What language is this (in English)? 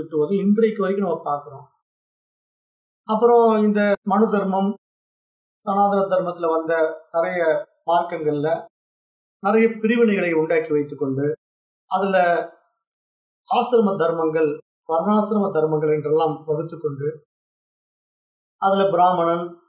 Tamil